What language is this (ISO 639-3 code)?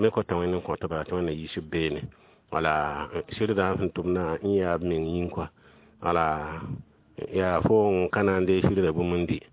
mos